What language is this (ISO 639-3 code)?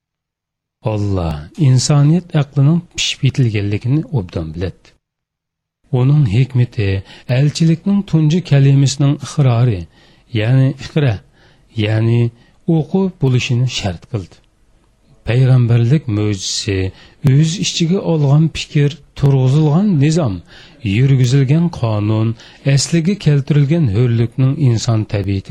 uig